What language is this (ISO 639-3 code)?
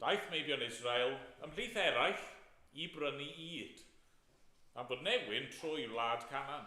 cym